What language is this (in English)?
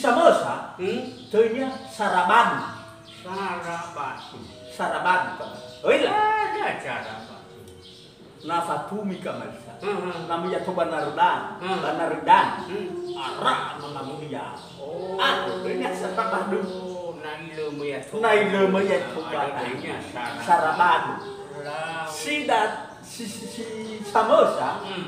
Nias